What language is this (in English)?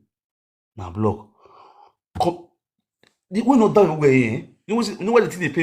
Nigerian Pidgin